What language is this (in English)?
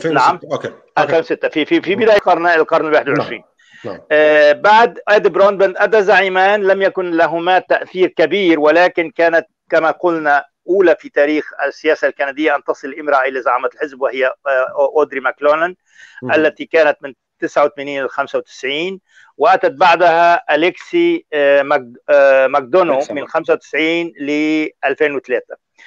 Arabic